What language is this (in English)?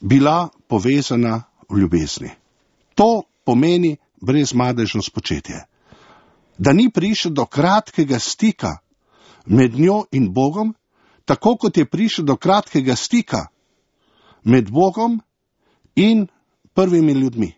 Slovenian